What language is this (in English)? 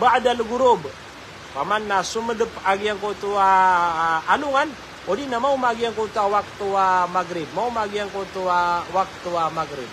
Maranao